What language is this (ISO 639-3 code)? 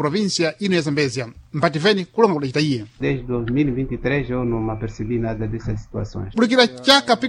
seh